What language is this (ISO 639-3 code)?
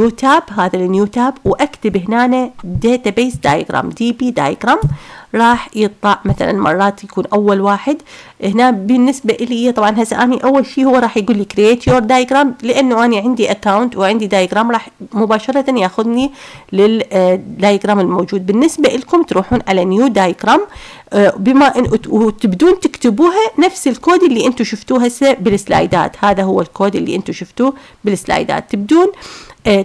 acm